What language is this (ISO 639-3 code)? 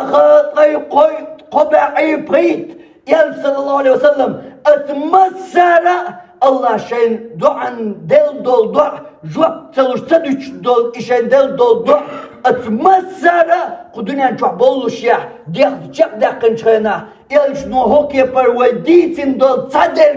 che